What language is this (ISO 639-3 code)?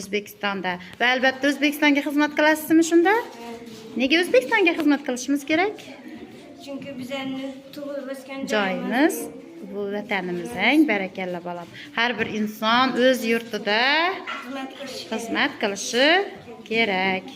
uzb